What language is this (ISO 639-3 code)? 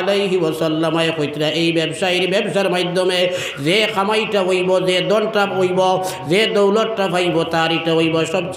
syl